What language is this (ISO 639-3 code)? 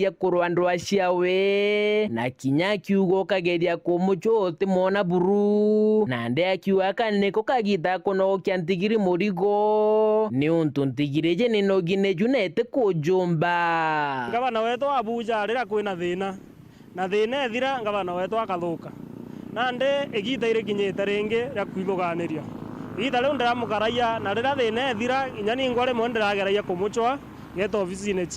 mer